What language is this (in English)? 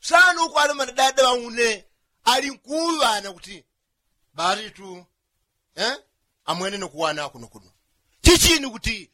Yao